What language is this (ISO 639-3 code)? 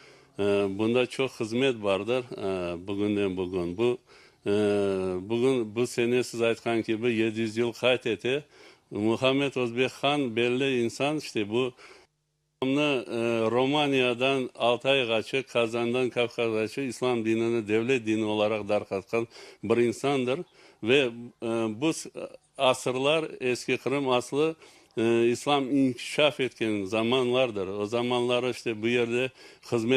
crh